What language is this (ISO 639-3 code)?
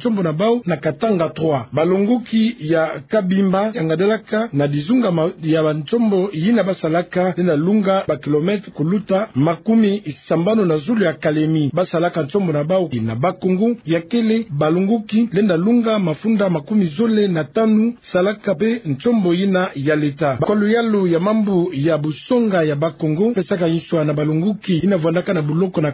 ktu